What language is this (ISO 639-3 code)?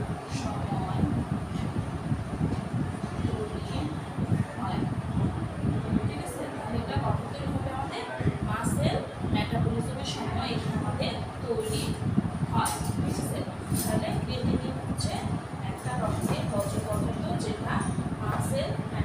ben